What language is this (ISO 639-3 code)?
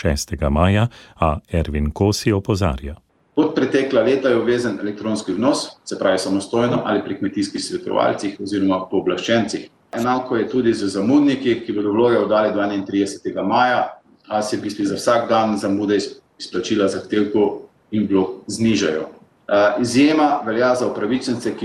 slv